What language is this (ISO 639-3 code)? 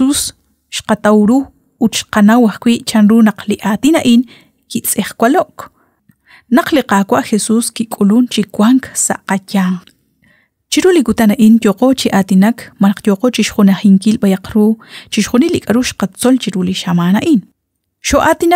kek